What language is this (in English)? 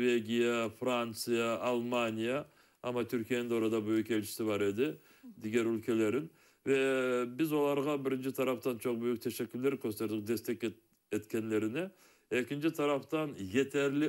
Crimean Tatar